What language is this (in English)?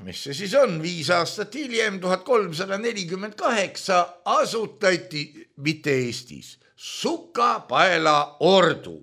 Estonian